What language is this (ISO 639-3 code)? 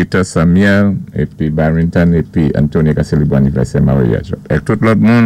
acf